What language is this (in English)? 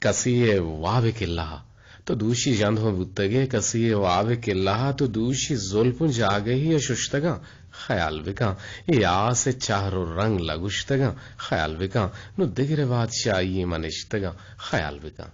Eastern Balochi